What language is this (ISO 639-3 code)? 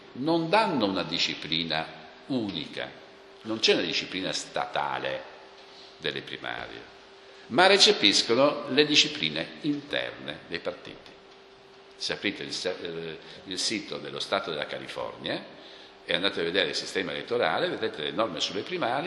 ita